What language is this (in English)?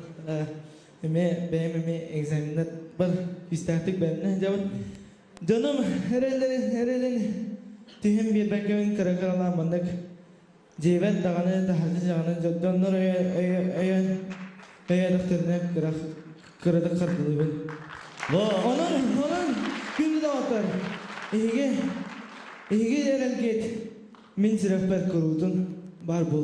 Yakut